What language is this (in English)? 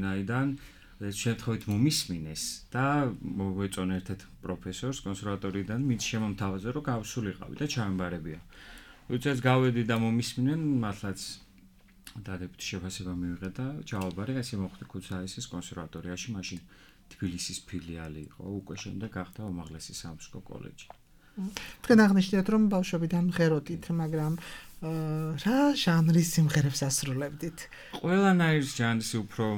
Georgian